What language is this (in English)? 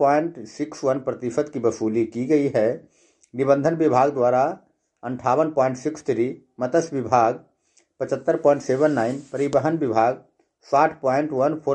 Hindi